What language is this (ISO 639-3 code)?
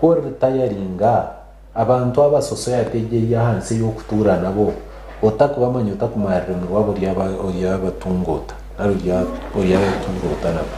nyn